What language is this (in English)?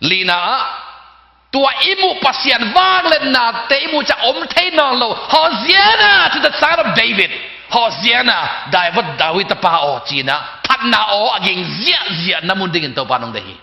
Tedim Chin